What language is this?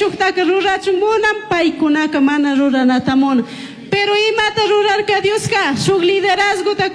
Chimborazo Highland Quichua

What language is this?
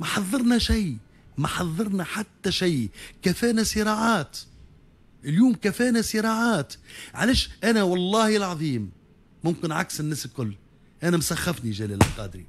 Tunisian Arabic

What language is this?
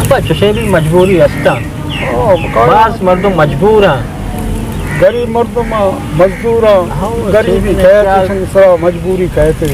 Baluchi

